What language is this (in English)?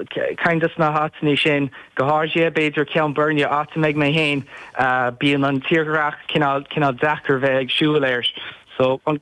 Irish